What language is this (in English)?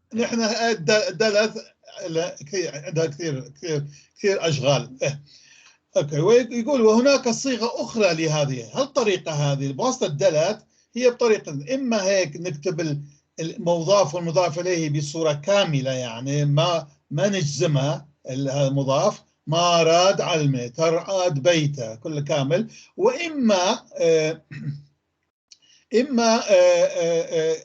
North Levantine Arabic